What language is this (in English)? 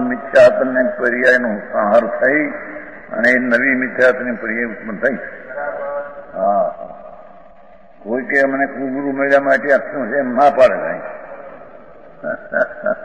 Gujarati